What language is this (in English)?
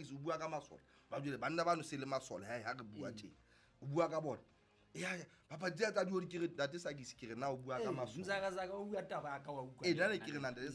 Southern Sotho